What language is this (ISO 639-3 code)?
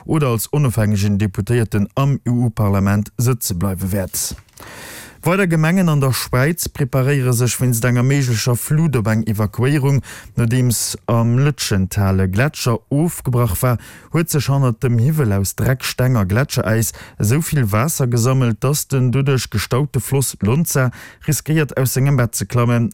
ltz